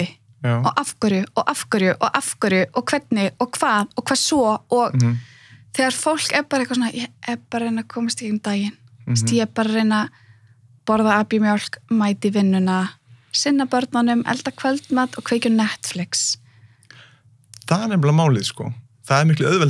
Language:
Icelandic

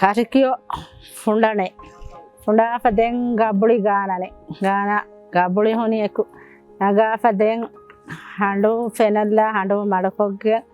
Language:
Divehi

